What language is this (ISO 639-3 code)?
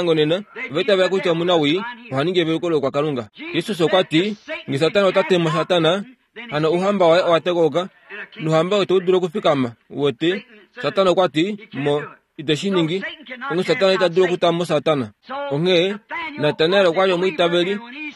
kua